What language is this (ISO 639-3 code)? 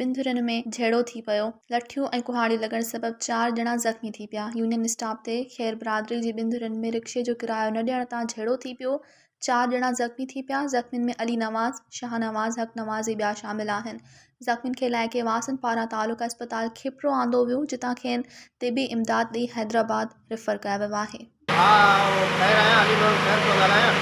snd